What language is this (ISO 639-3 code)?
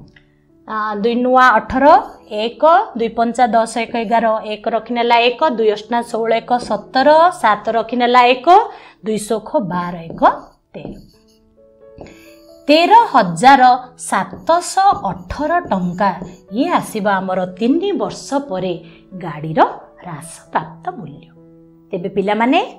ori